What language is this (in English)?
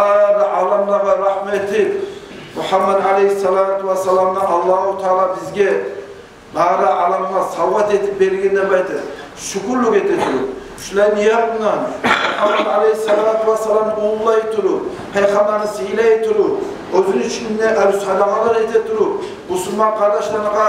Kumyk